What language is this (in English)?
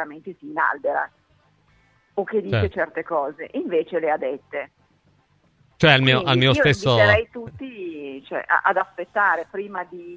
Italian